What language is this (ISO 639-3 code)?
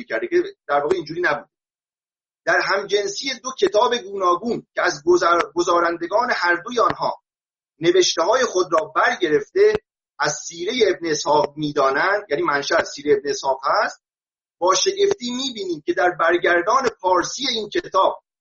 fas